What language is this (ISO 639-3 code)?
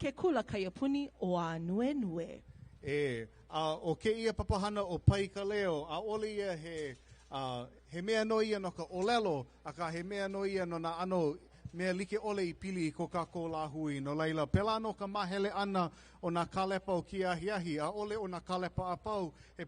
haw